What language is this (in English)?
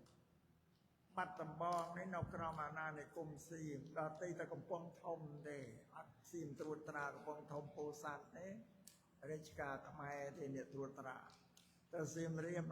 Khmer